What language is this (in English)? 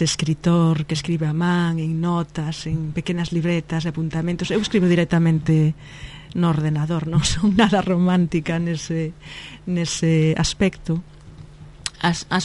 Galician